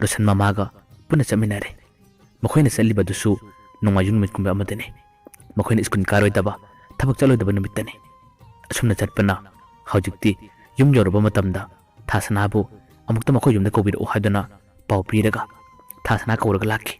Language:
Manipuri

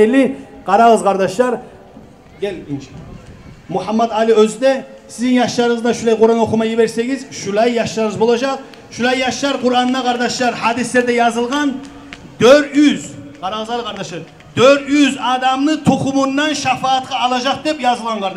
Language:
Kumyk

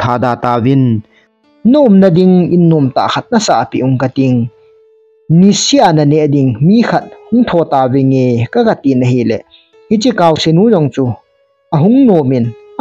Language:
Thado Chin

